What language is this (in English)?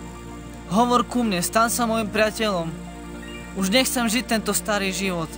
Slovak